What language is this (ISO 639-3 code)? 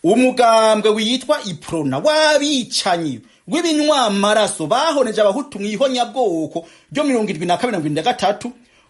run